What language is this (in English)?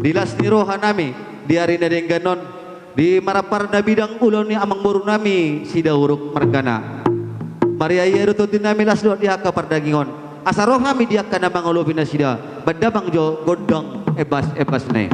Batak Toba